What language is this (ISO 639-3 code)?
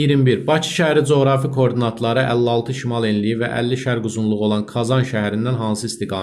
aze